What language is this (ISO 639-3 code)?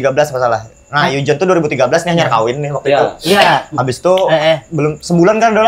bjn